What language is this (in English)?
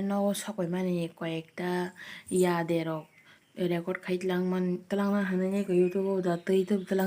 Kok Borok